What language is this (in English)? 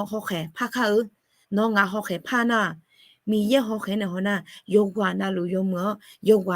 Akha